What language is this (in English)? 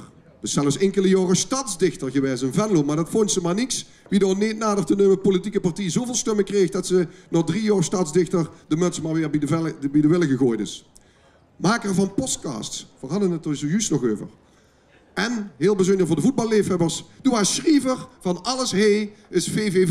Limburgish